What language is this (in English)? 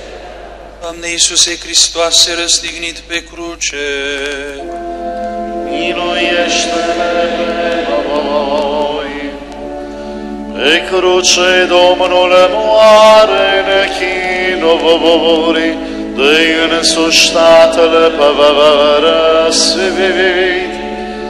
Romanian